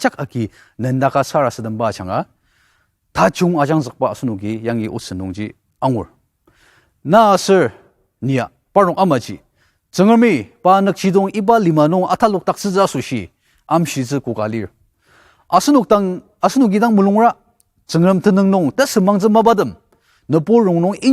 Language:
Ao Naga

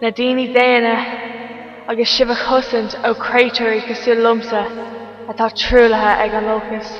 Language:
Irish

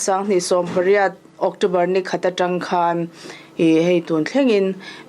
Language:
Mizo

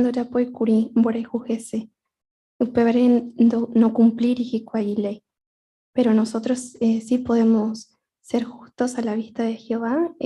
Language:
Guarani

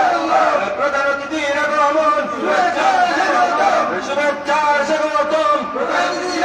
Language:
Sylheti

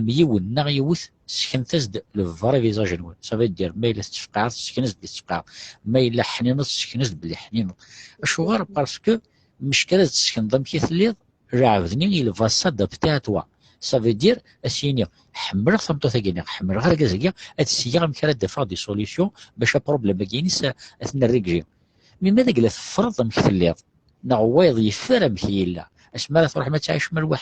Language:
Kabyle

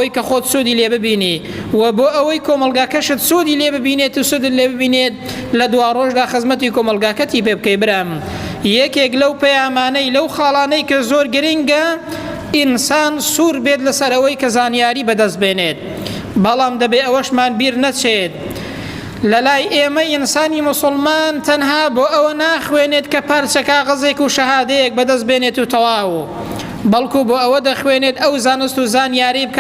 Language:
Central Kurdish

